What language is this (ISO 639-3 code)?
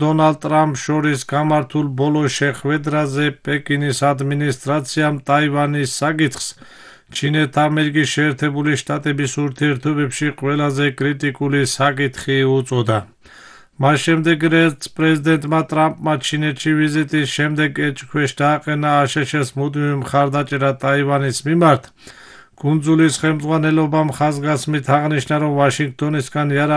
kat